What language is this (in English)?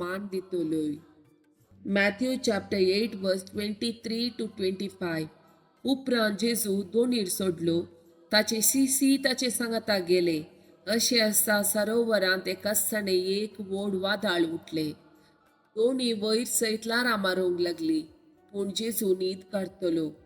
Konkani